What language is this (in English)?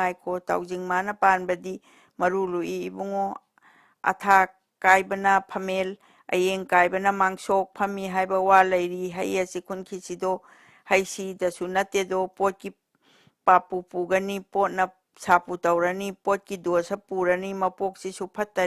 Manipuri